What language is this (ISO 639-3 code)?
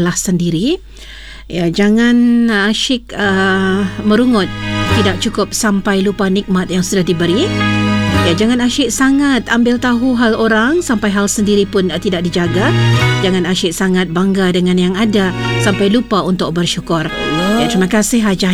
msa